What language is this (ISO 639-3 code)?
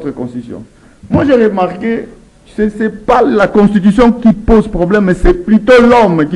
fra